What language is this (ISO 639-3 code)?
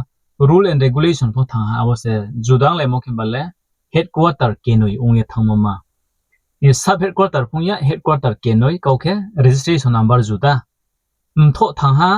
ria